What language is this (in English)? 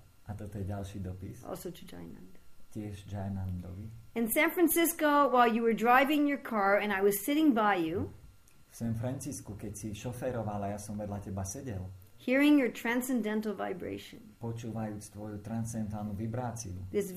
Slovak